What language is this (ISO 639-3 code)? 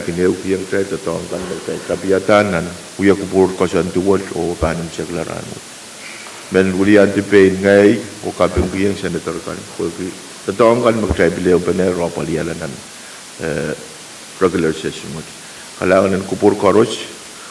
pon